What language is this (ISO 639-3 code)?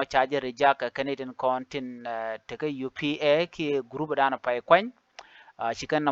nus